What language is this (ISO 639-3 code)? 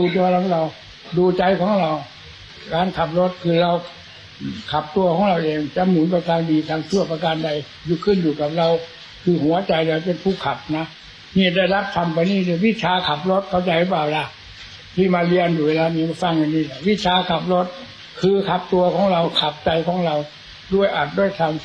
tha